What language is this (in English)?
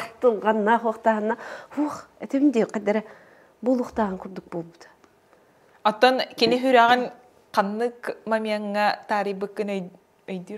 Yakut